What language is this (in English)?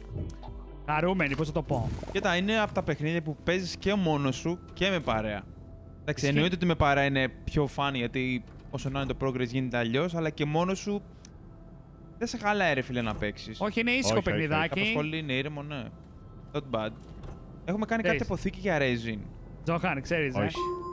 Greek